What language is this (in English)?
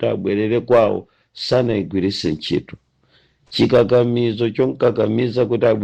Nyanja